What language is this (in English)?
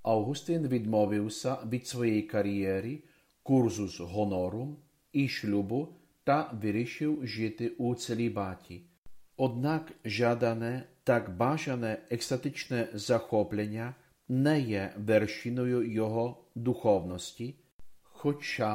Ukrainian